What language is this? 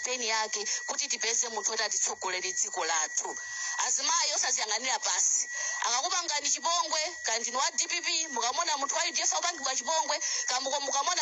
Nyanja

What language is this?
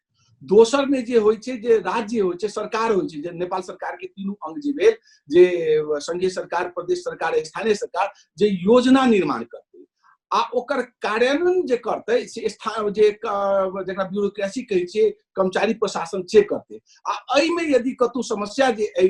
Maithili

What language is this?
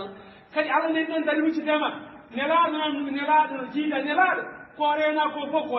Fula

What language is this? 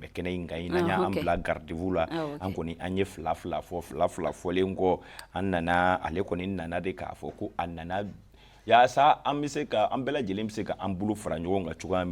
Bambara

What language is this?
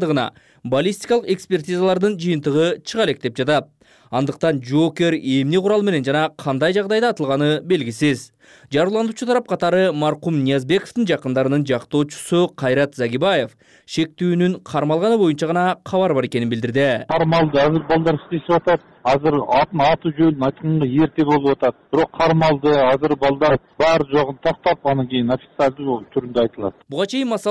Kyrgyz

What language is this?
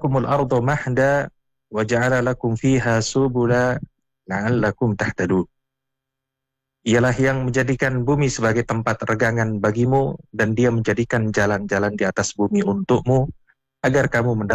Indonesian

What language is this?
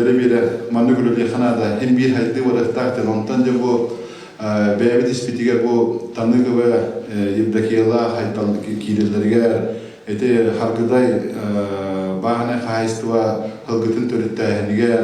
Yakut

